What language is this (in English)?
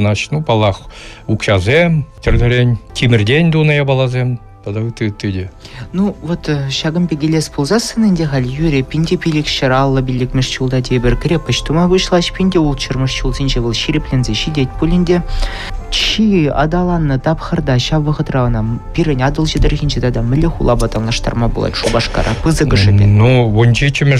Chuvash